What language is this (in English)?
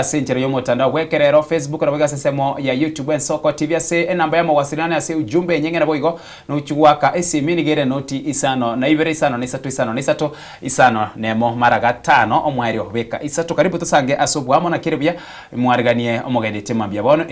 Gusii